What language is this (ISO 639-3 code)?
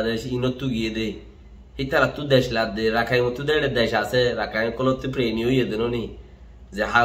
rhg